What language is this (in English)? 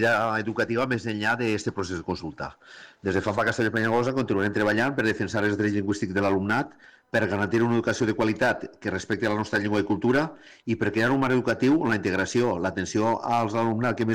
Catalan